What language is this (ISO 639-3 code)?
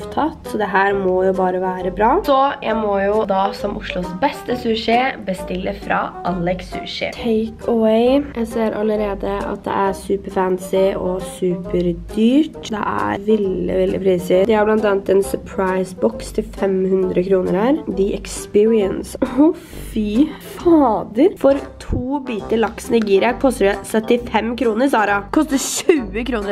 nor